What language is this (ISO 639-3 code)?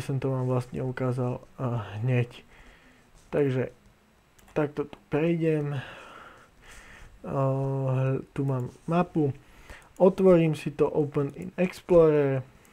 slk